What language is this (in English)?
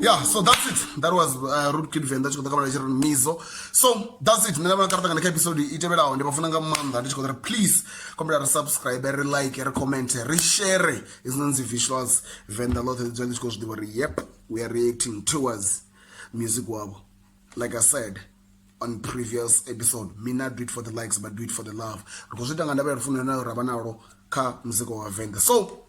Venda